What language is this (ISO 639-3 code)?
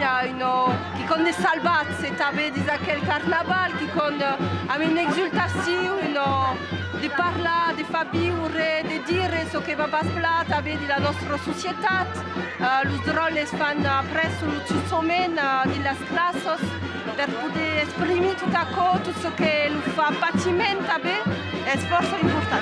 oci